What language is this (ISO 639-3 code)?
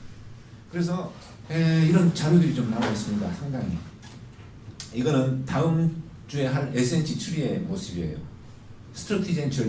kor